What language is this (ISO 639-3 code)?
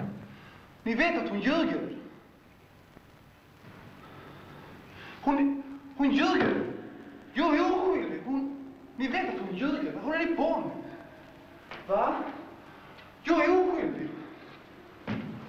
swe